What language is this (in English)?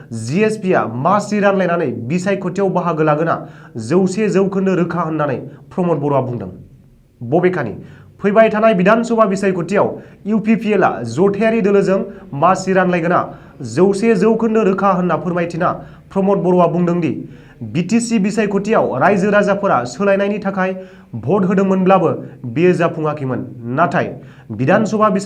Bodo